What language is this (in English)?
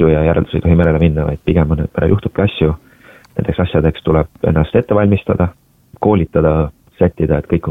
Estonian